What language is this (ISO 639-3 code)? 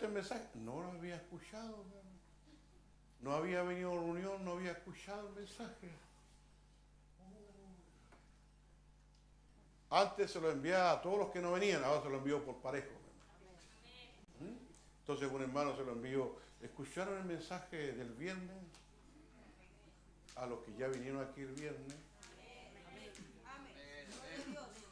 spa